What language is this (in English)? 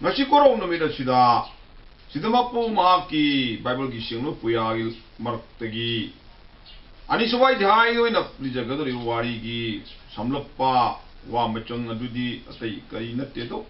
Manipuri